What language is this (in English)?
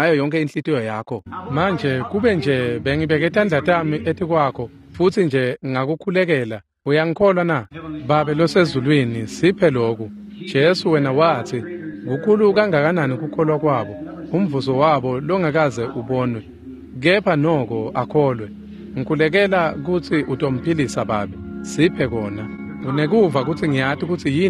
Swati